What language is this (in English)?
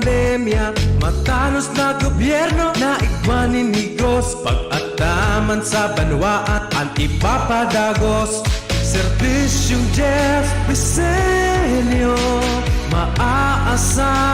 Bikol